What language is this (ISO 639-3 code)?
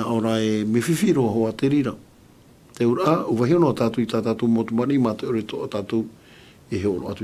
tah